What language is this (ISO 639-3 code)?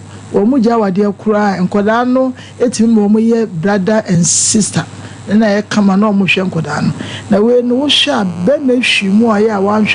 aka